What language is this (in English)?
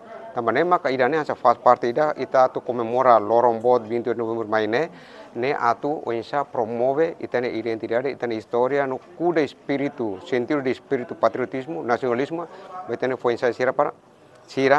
Tetum